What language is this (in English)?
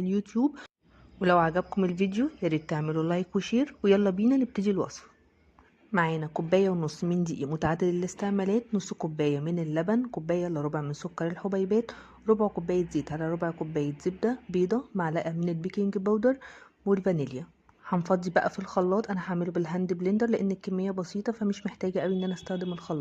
Egyptian Arabic